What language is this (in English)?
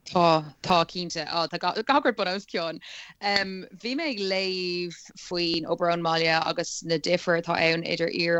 Irish